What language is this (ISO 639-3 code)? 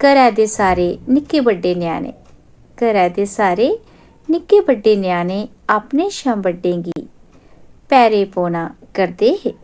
doi